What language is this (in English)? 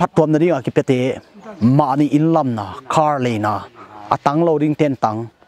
Paite Chin